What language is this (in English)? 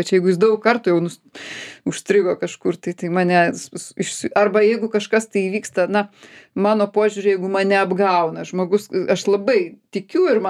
Lithuanian